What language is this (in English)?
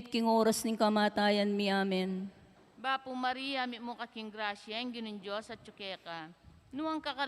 Pampanga